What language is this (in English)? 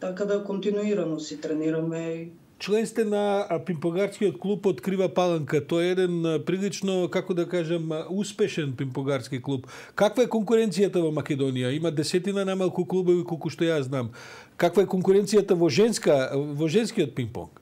Macedonian